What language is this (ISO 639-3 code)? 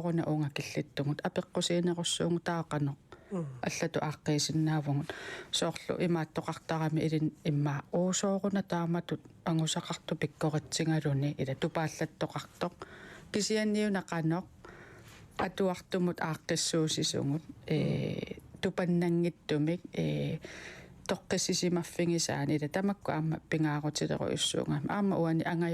kal